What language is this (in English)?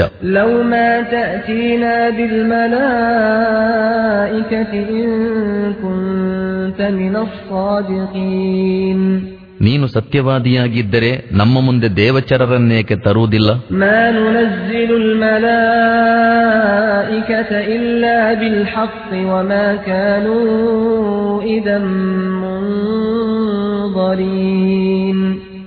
Kannada